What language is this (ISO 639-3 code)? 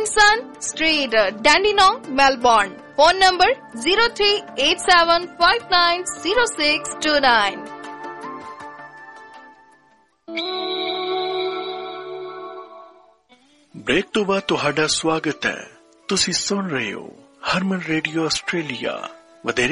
pan